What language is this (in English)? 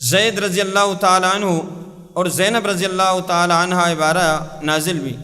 Baluchi